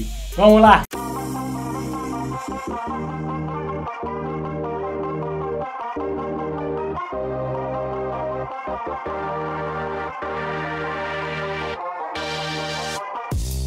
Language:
Portuguese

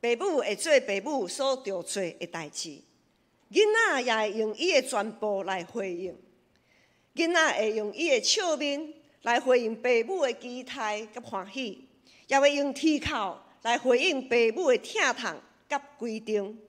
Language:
Min Nan Chinese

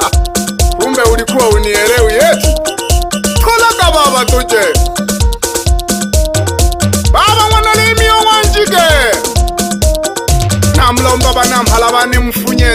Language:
Swahili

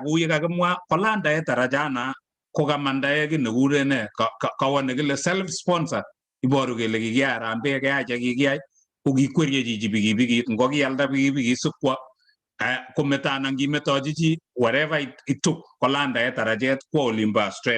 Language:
Kalenjin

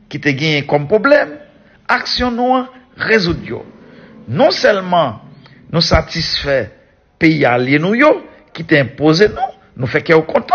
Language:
Haitian Creole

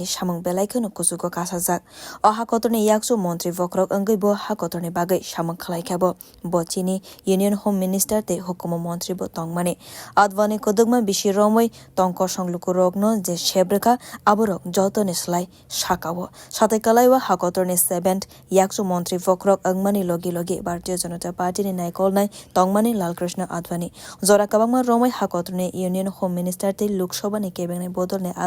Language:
Kok Borok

